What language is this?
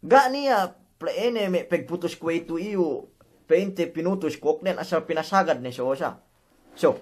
Yakan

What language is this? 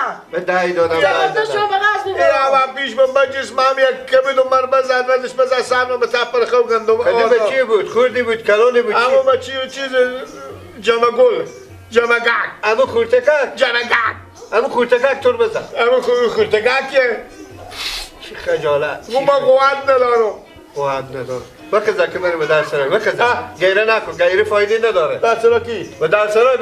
Persian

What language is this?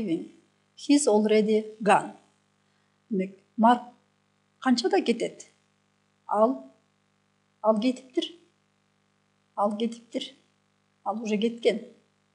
Kyrgyz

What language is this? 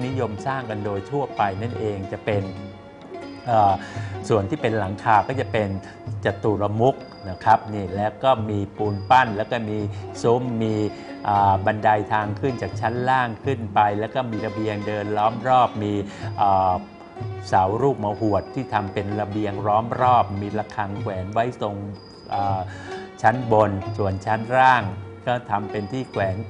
Thai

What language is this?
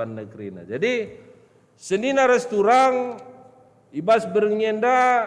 Batak Karo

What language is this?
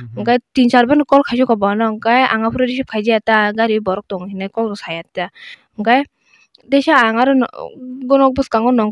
Kok Borok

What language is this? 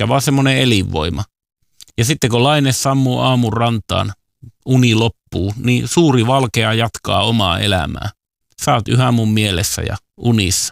Finnish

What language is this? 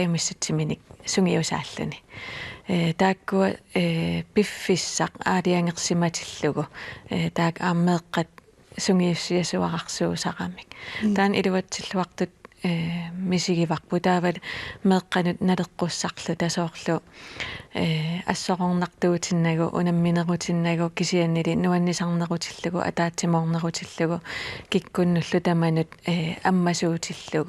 Kalaallisut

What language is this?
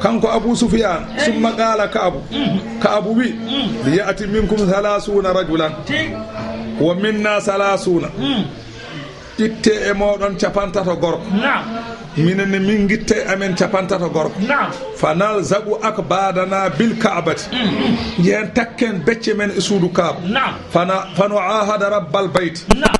Fula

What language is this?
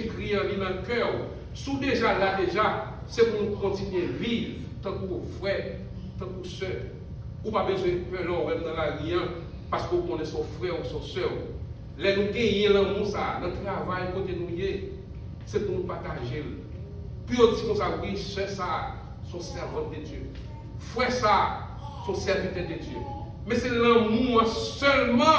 Haitian Creole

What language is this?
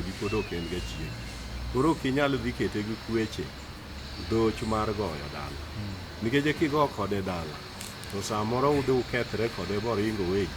Luo (Kenya and Tanzania)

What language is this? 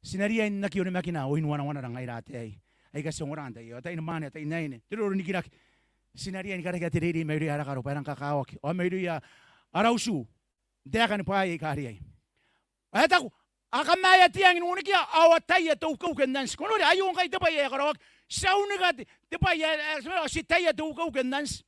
Gilbertese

